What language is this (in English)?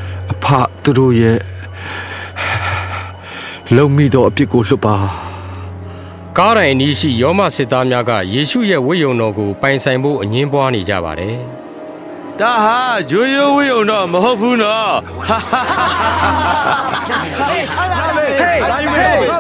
Burmese